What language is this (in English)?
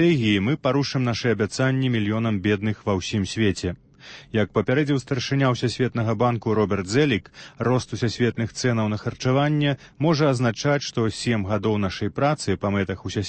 Belarusian